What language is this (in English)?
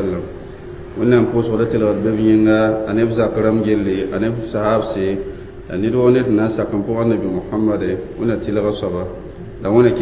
Mossi